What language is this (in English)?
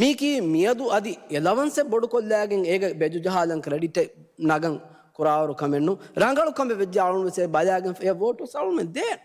Divehi